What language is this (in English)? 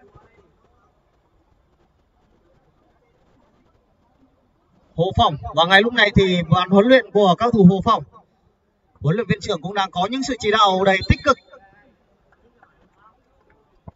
Vietnamese